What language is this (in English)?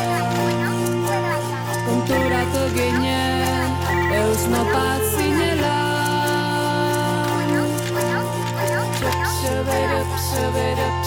Basque